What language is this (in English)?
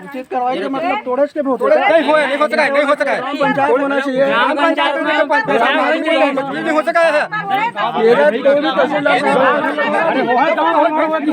Chhattisgarhi